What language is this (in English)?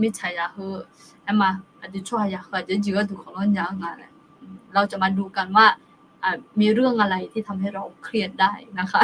Akha